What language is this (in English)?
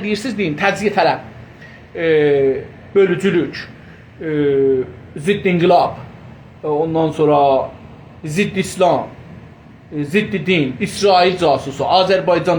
South Azerbaijani